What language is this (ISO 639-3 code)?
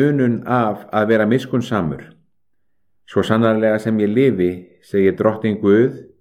isl